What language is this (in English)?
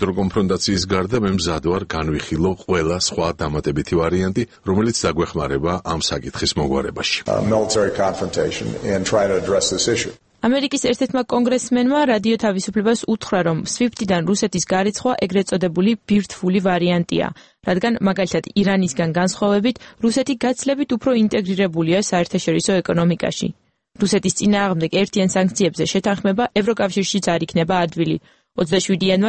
Georgian